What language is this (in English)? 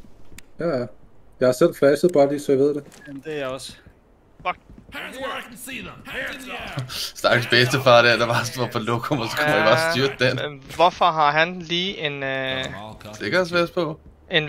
Danish